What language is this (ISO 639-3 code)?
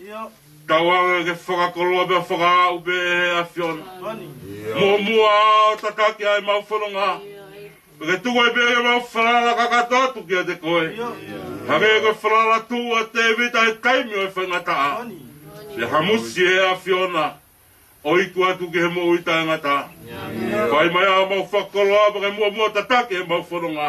ton